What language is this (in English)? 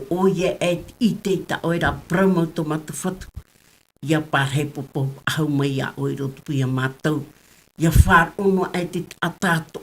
Tahitian